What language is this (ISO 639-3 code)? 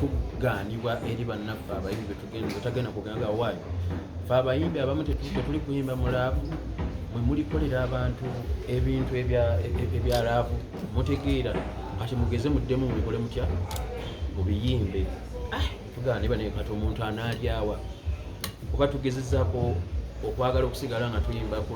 lug